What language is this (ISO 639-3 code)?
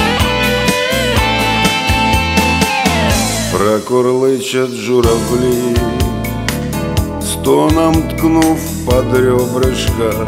rus